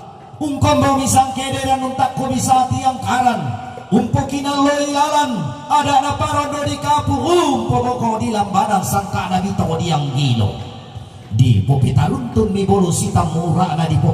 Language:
Toraja-Sa'dan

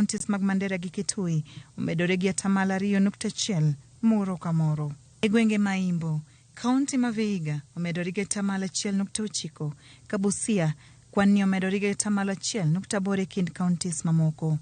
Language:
Luo (Kenya and Tanzania)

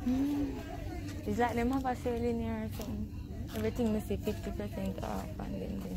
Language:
Jamaican Creole English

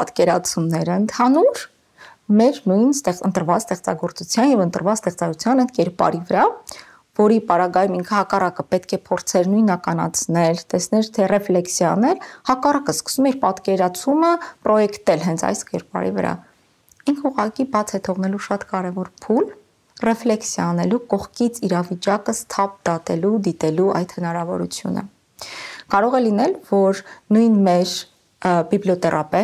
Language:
Armenian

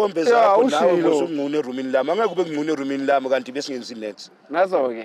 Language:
Zulu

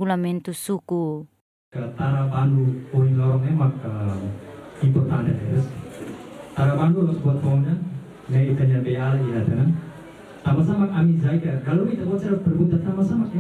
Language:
Tetum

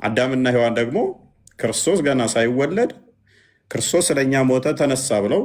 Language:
Amharic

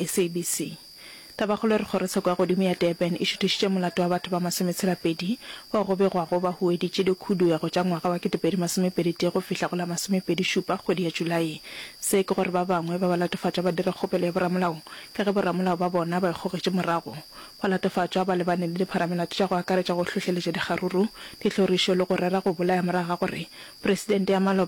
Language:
Northern Sotho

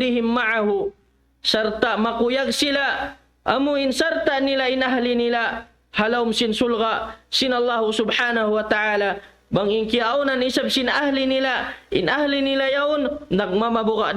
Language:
Tausug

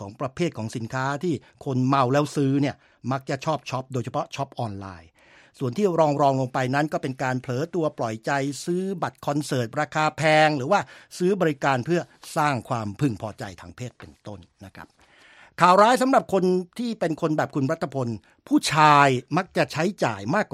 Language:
Thai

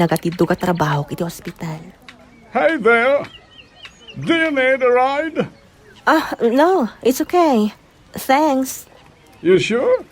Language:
Iloko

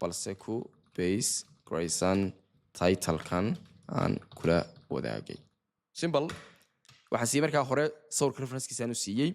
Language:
Somali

